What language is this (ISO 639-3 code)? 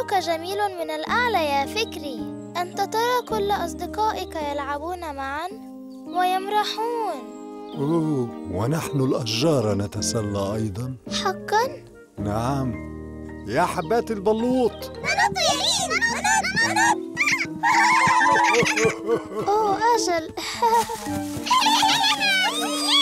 ara